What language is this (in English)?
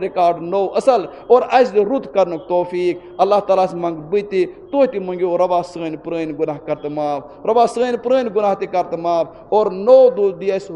Kashmiri